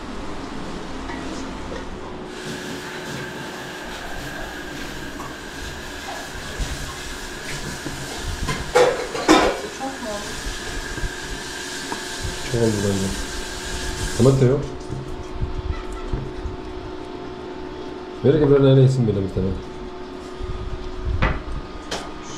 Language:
Turkish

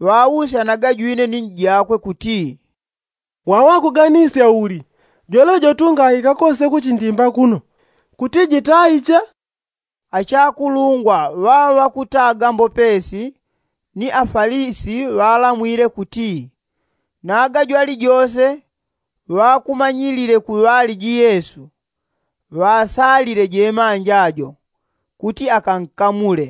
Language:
Yao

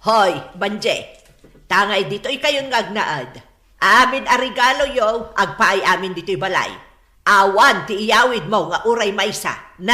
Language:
Iloko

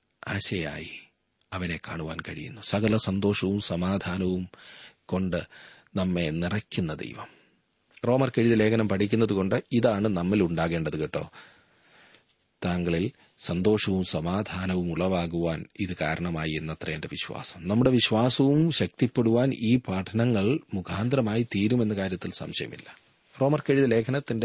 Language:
Malayalam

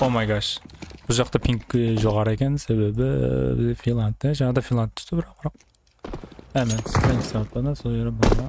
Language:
Kara-Kalpak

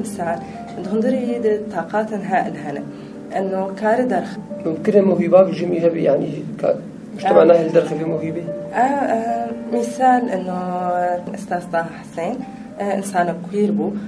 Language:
Kurdish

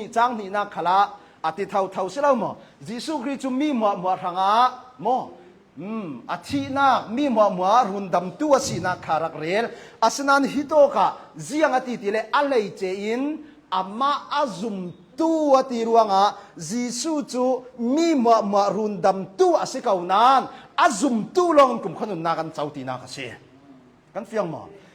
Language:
Hakha Chin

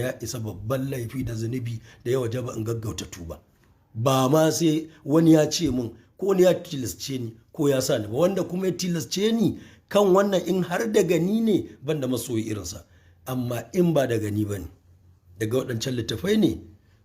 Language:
Hausa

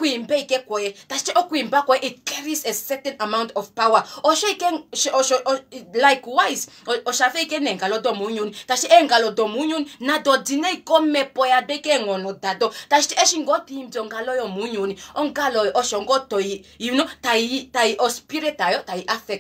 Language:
Kuanyama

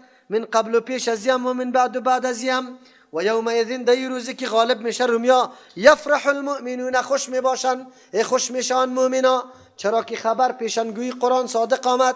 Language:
Persian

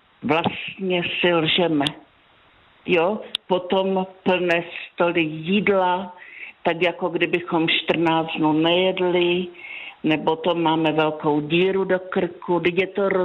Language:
Czech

